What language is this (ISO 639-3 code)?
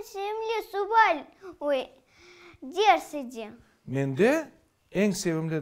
crh